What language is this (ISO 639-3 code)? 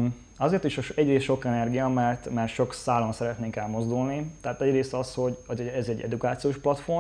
hun